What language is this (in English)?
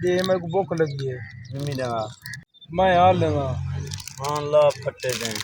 Saraiki